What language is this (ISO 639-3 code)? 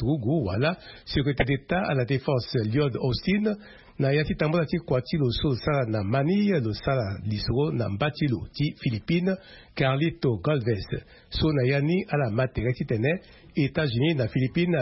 sag